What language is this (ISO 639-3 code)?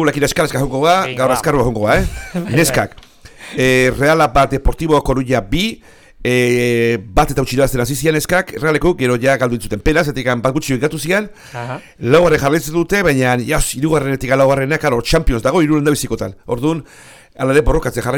eus